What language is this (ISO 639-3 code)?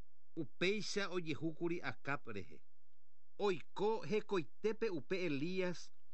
grn